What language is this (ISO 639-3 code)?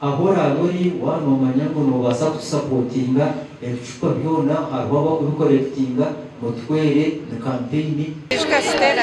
nyn